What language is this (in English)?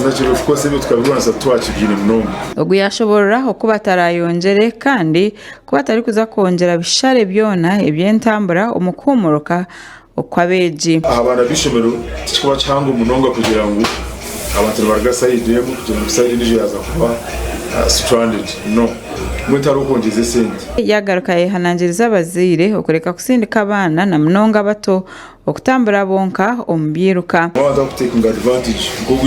Nyankole